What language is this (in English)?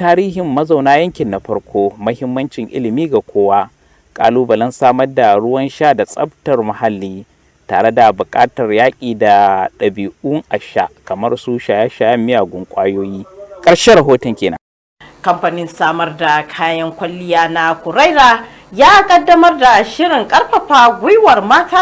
Hausa